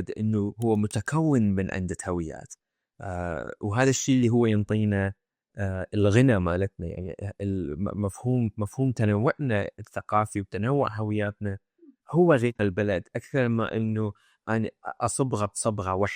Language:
Mesopotamian Arabic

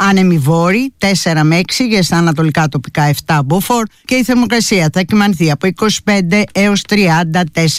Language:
Greek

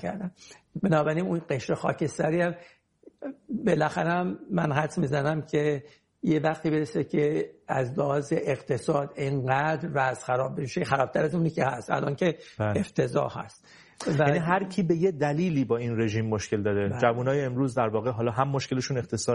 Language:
Persian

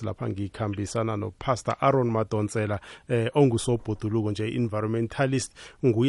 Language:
South Ndebele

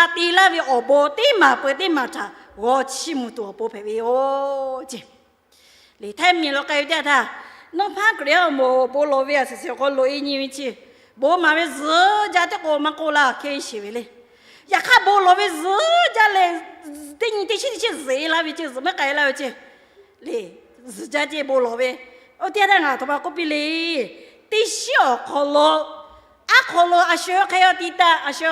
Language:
Lahu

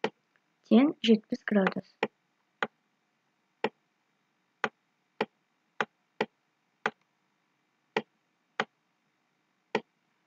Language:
Kazakh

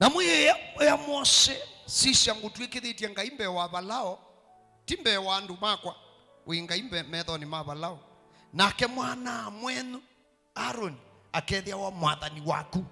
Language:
Kamba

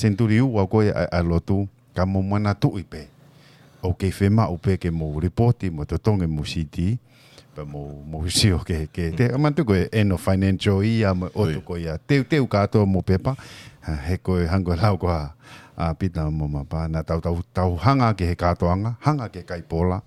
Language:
Tongan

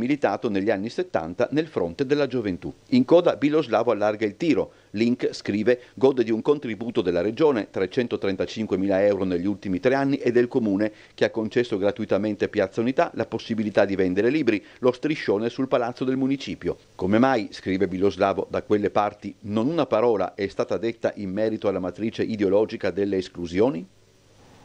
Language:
Italian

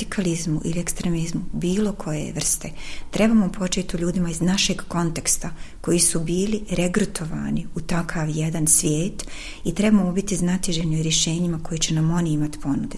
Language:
Bosnian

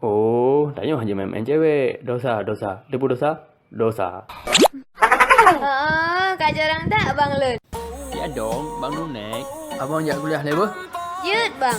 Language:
Achinese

